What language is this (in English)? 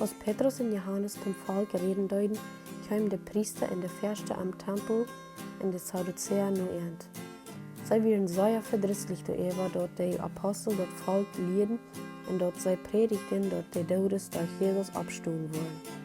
Plautdietsch